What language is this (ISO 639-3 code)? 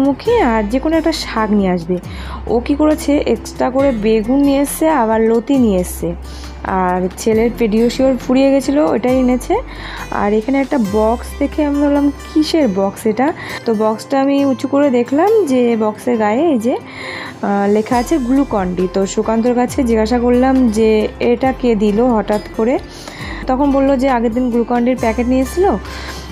ben